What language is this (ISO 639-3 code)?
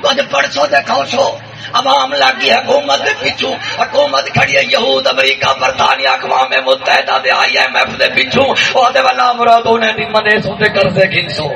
skr